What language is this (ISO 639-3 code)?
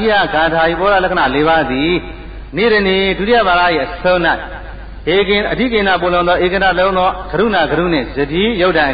mya